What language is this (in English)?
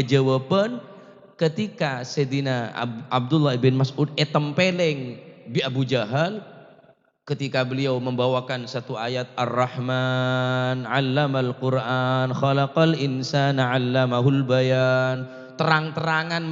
Madurese